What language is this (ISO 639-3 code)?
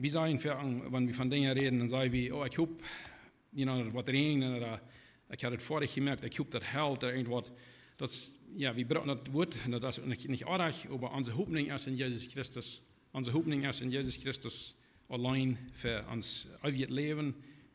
pdt